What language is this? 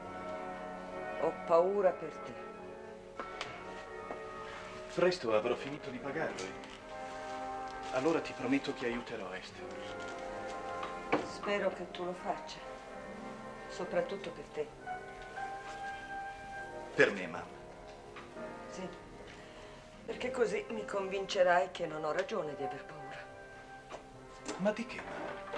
Italian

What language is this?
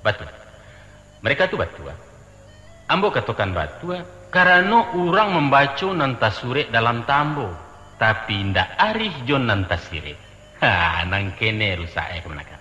Minangkabau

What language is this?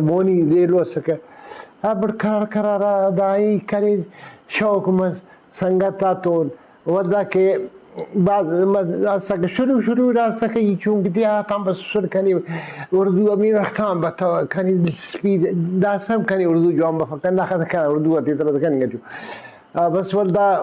Brahui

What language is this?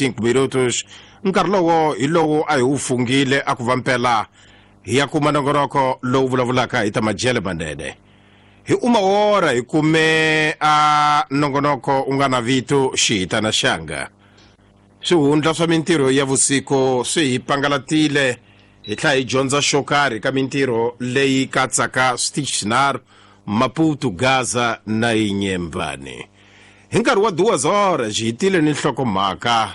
Tsonga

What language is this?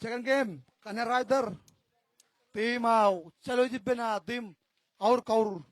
Marshallese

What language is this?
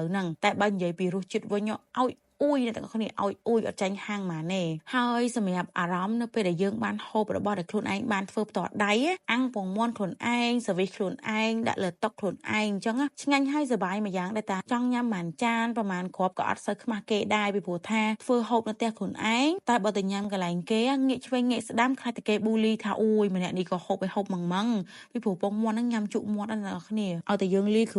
Khmer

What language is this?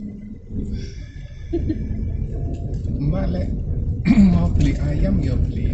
Indonesian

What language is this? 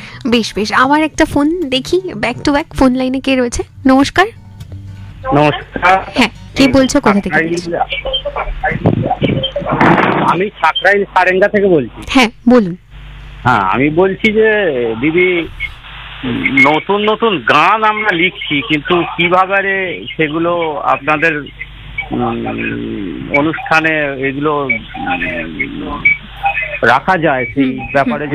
Bangla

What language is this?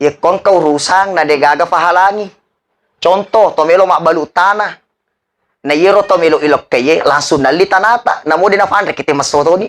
Buginese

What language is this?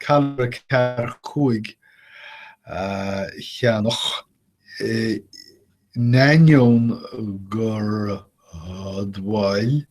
Irish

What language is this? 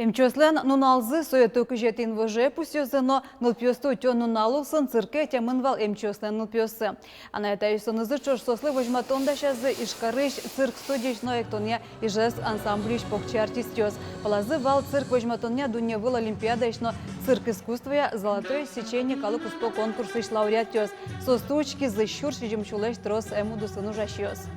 Udmurt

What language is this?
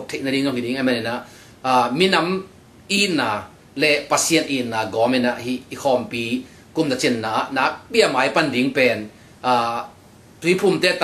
Tedim Chin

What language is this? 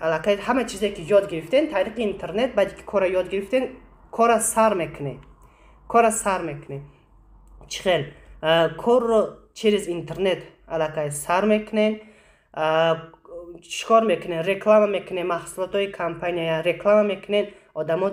Tajik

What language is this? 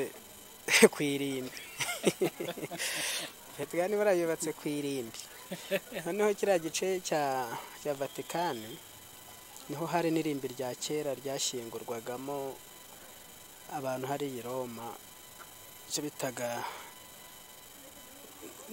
Kinyarwanda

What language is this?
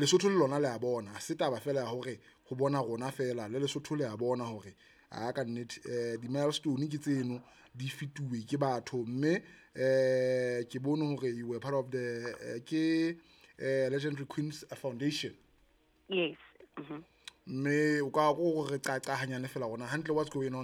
Southern Sotho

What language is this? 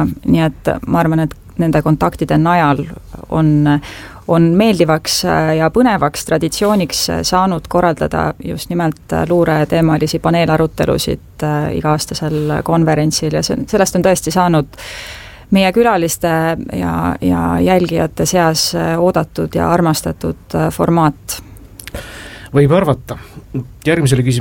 Estonian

